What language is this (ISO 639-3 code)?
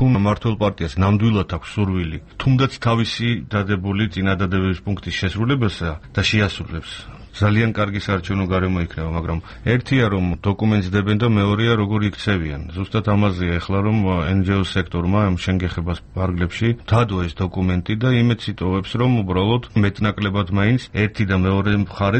kat